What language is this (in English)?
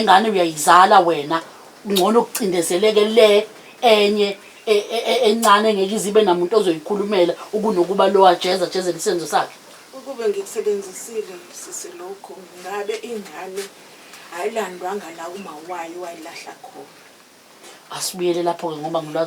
Zulu